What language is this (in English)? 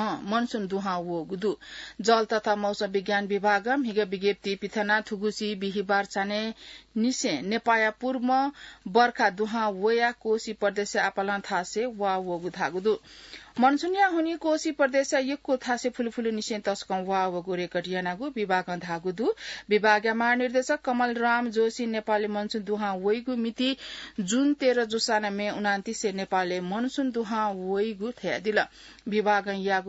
Newari